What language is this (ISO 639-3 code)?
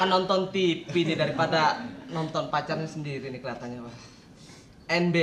bew